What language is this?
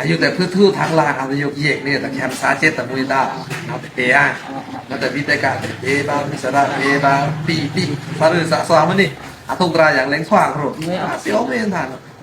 Pa'o Karen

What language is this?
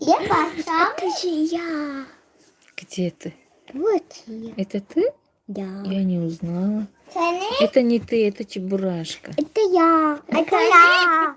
Tajik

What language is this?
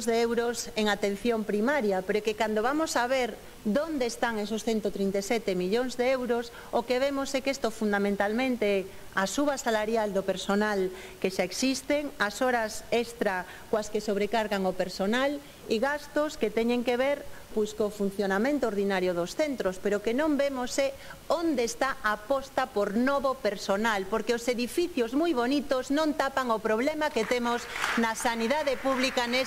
Galician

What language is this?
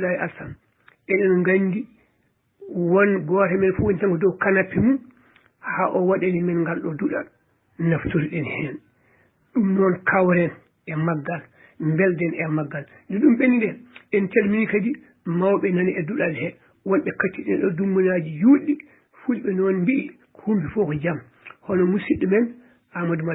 Fula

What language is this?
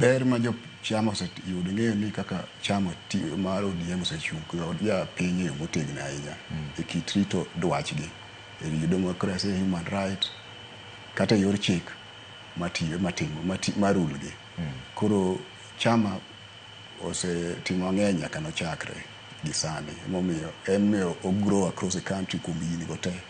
Luo (Kenya and Tanzania)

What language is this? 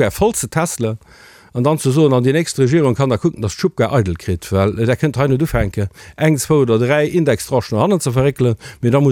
Luxembourgish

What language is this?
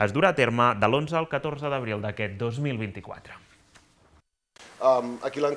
Catalan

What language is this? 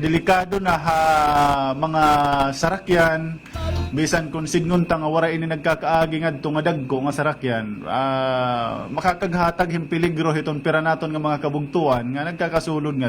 Waray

